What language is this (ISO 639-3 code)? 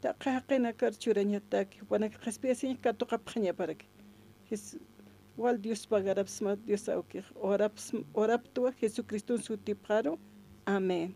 aym